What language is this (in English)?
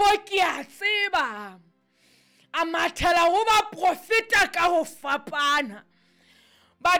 Southern Sotho